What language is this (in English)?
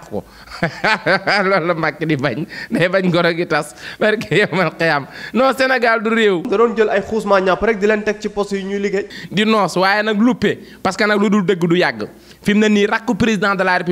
Wolof